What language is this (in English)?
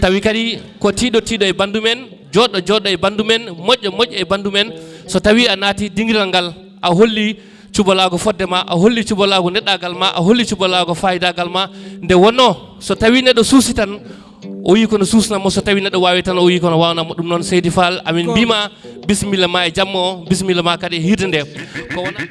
Fula